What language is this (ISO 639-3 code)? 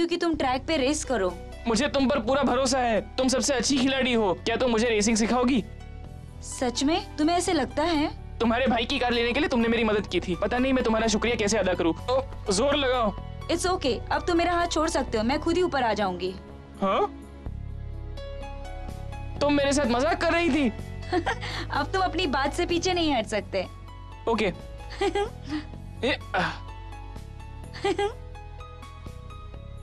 hin